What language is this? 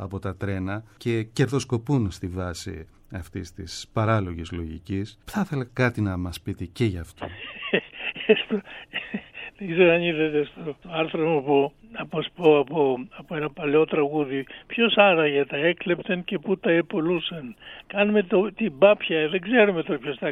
Greek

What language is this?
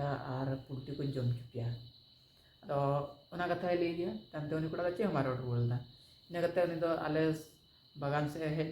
Santali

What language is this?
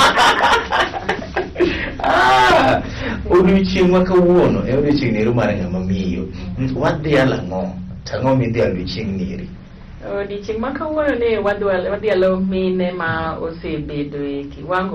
Luo (Kenya and Tanzania)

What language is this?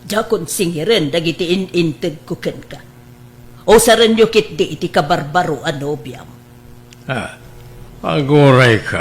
Iloko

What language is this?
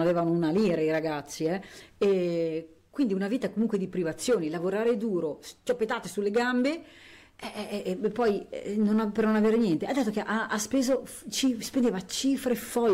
Italian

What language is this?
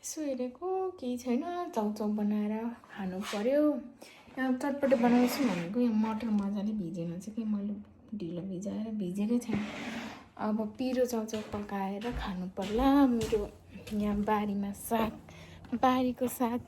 Nepali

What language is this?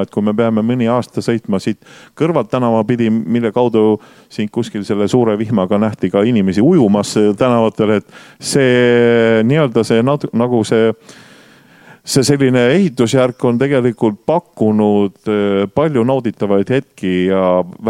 Estonian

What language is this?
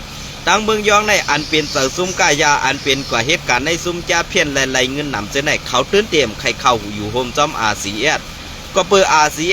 Shan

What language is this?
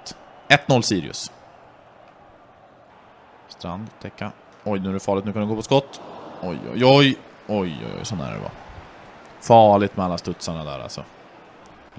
Swedish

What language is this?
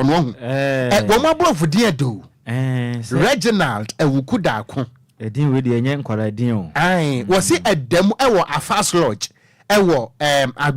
Akan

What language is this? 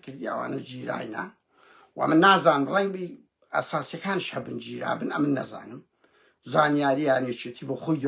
Central Kurdish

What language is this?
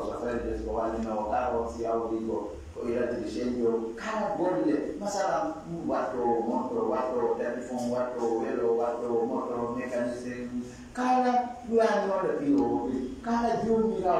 Fula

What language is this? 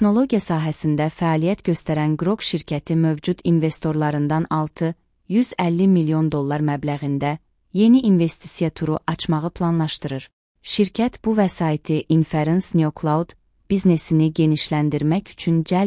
Azerbaijani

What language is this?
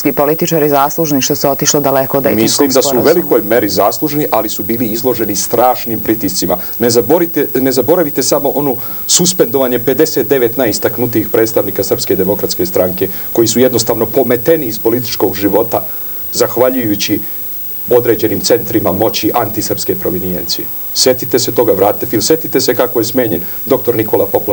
Serbian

